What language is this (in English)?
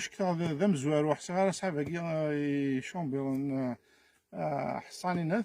Kabyle